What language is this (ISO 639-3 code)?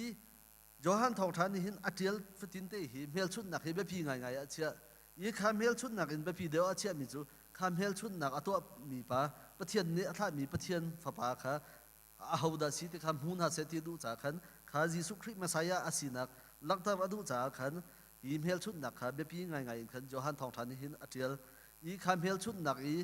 cnh